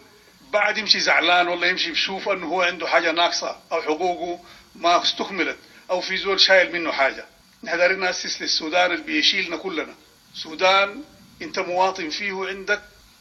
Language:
Sudanese Arabic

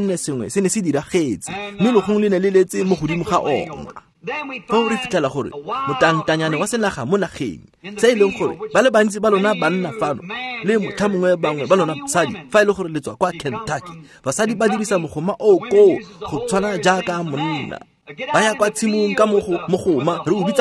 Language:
Tswana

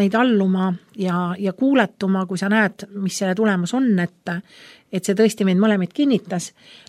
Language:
Estonian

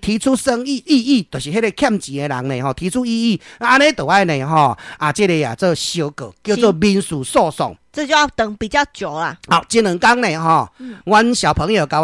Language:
Min Nan Chinese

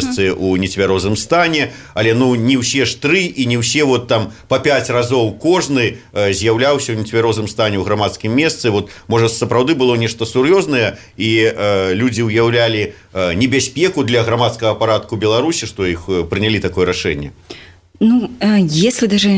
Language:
Belarusian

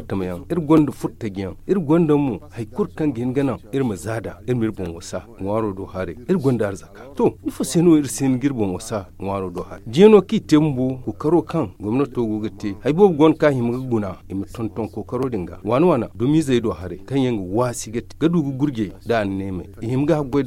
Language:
Zarma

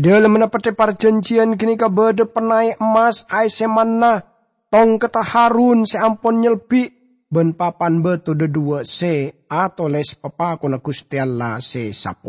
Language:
Madurese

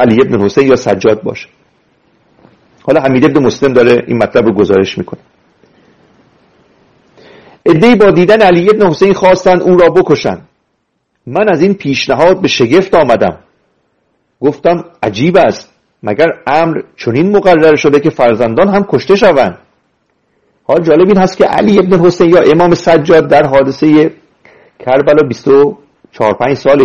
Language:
Persian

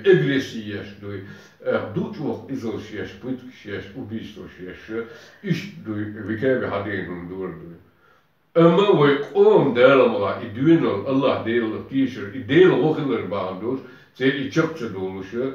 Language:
Chechen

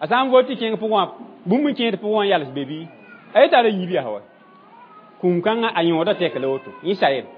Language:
Mossi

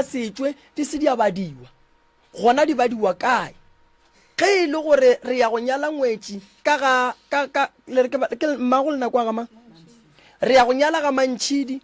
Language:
Northern Sotho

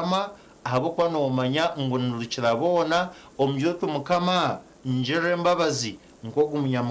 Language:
Nyankole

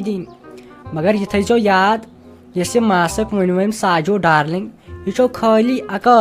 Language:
Kashmiri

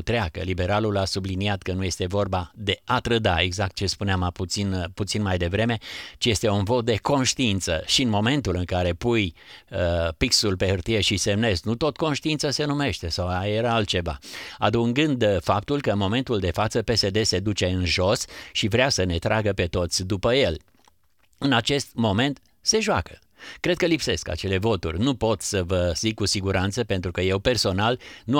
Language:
Romanian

